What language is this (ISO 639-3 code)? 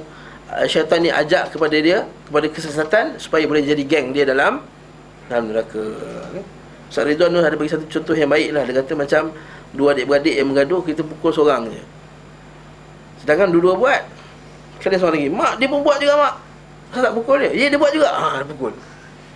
msa